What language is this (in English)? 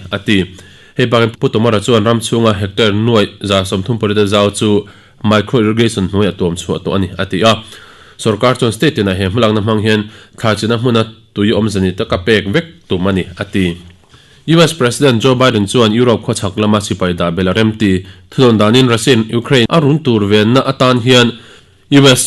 Mizo